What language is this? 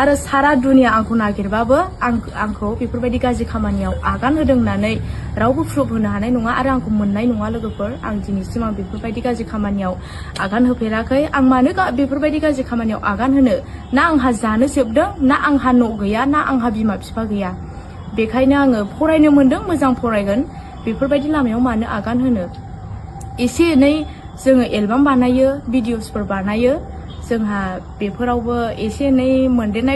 Bodo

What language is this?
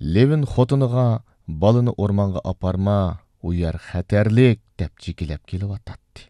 Uyghur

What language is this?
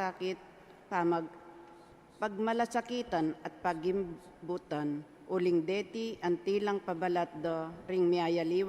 Pampanga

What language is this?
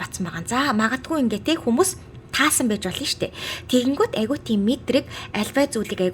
Mongolian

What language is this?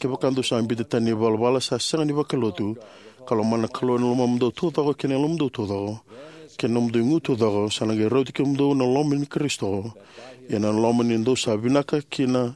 Fijian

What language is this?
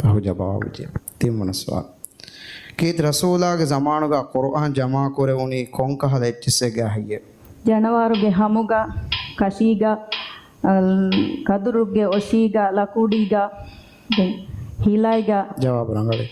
Divehi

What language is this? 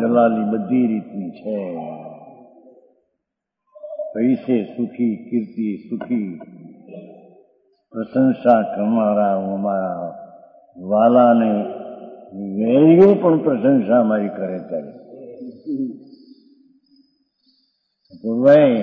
Gujarati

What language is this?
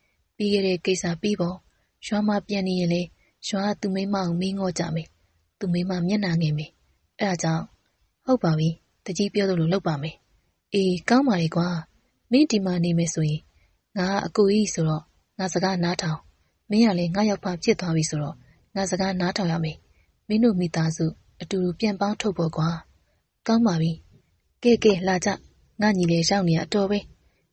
Burmese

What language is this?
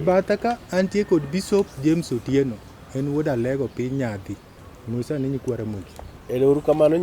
Luo (Kenya and Tanzania)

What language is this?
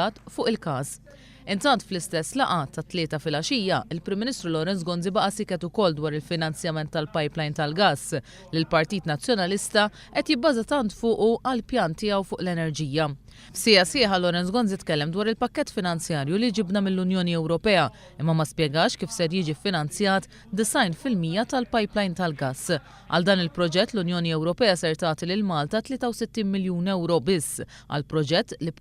Maltese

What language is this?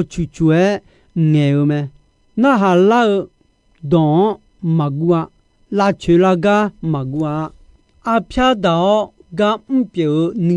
Akha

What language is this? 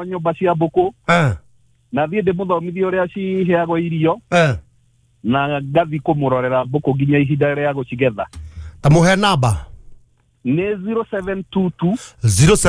Kikuyu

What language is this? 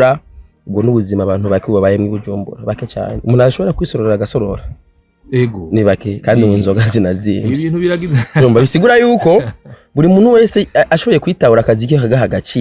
Rundi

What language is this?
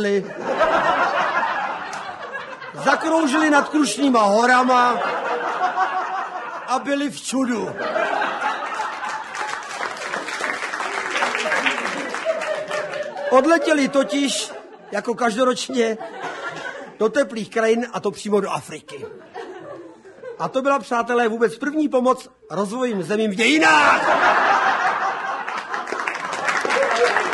Czech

